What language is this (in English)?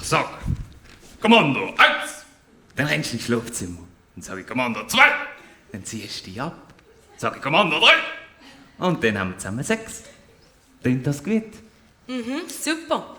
Swiss German